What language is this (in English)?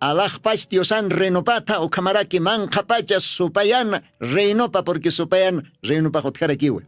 Aymara